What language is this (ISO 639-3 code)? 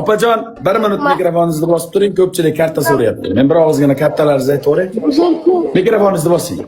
uzb